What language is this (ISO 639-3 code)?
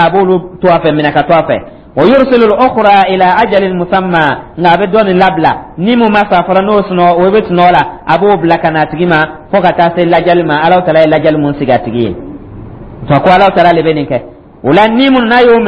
dyu